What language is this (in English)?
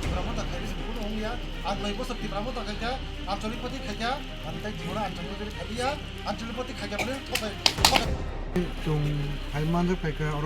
Kok Borok